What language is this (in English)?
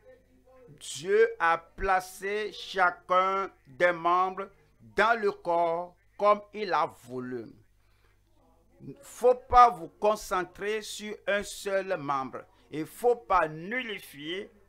French